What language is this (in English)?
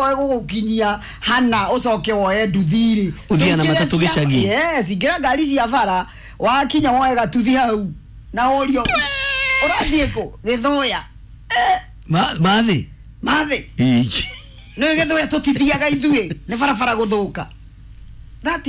Kikuyu